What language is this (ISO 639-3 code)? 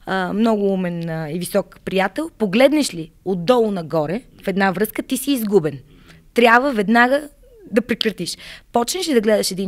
bul